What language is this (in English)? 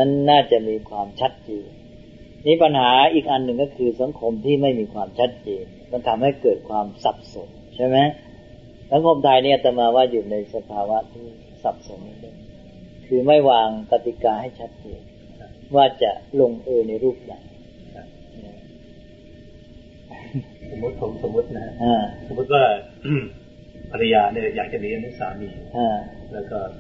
Thai